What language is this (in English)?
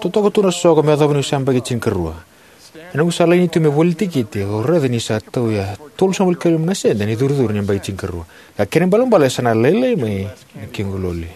Fijian